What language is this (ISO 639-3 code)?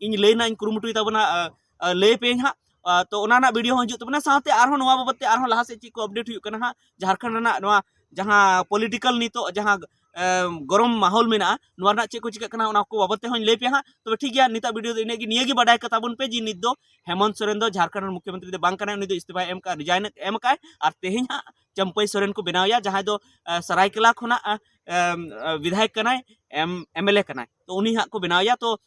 sat